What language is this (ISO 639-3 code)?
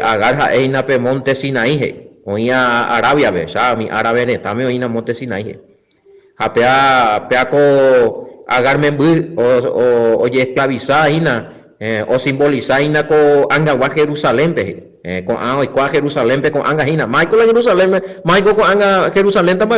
grn